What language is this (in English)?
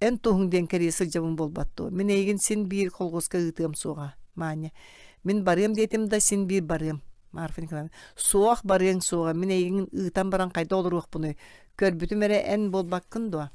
Yakut